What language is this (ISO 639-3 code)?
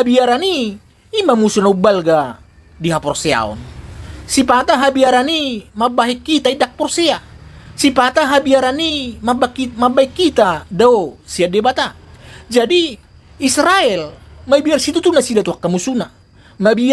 bbc